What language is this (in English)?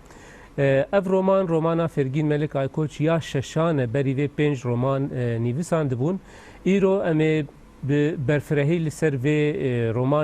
Kurdish